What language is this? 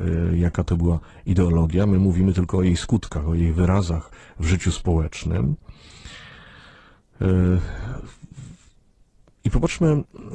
Polish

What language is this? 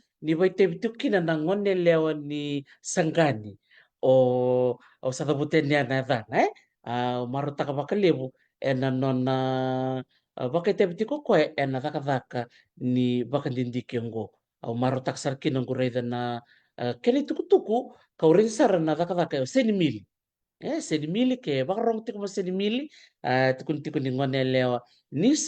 Fijian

